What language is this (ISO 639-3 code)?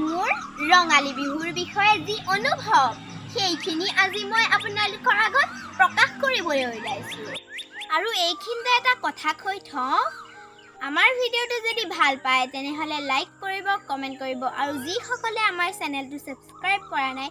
asm